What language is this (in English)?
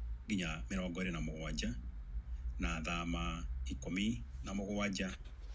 Kikuyu